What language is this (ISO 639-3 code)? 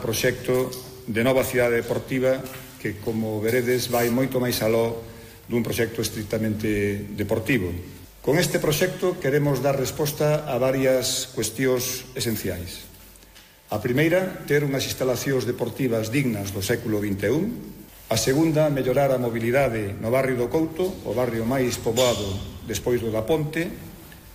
glg